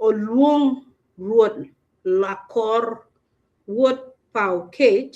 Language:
Acoli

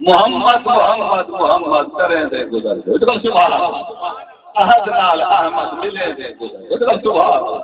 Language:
Saraiki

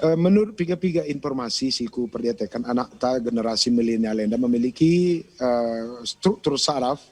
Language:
Batak Karo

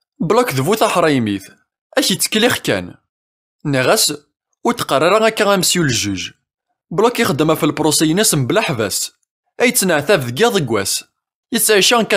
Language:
Kabyle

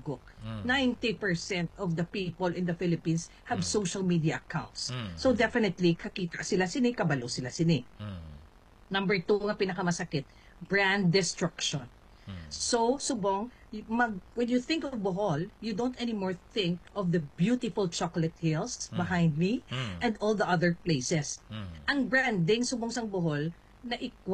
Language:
Hiligaynon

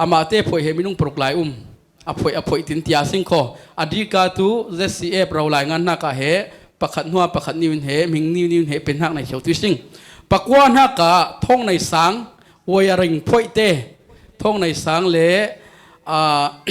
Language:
Falam Chin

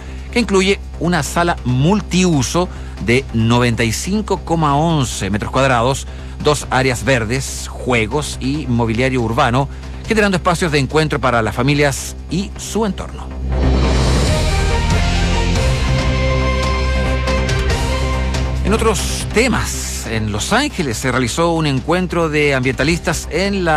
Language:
Spanish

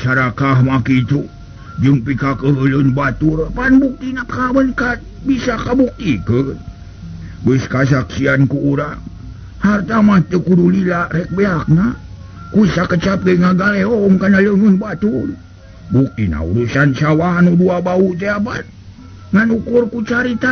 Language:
Sundanese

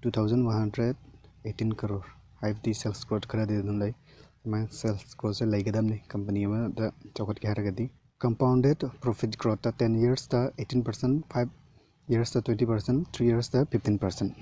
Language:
Manipuri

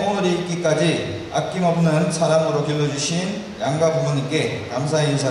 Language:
Korean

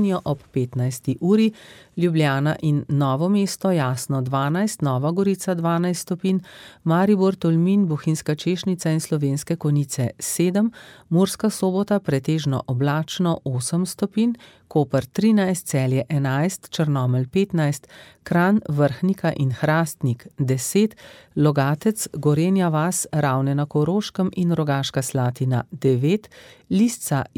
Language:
Slovenian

